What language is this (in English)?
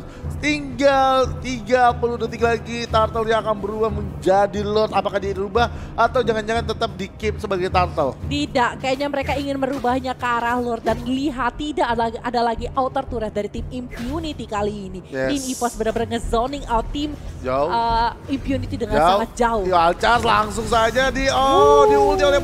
Indonesian